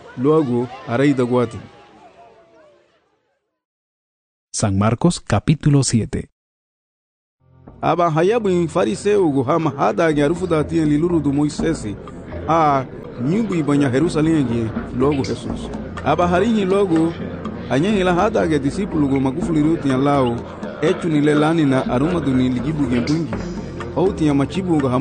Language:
Garifuna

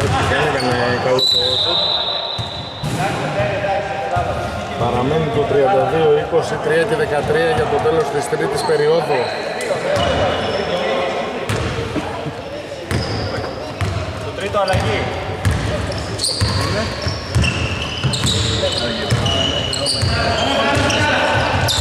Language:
Greek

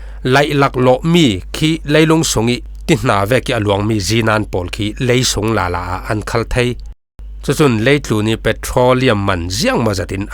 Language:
Falam Chin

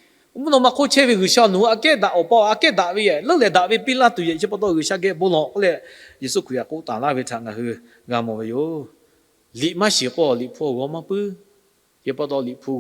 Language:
Lahu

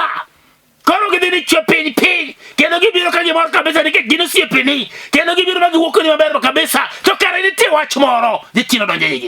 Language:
Luo (Kenya and Tanzania)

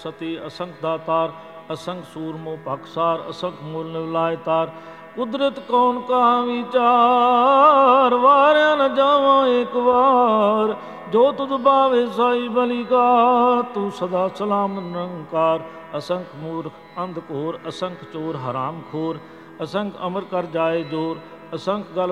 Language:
Punjabi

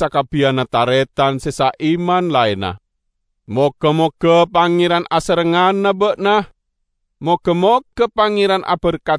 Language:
Madurese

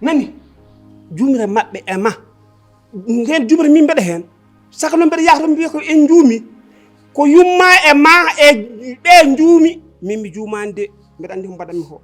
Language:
Fula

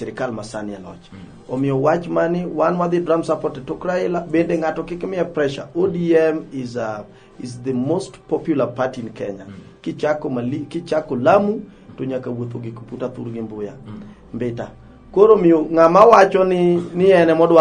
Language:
Luo (Kenya and Tanzania)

